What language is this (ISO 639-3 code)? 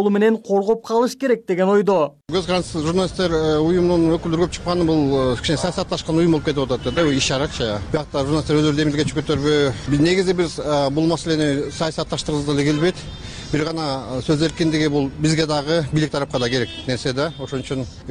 kir